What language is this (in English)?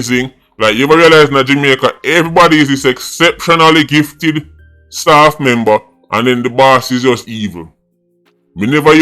Jamaican Creole English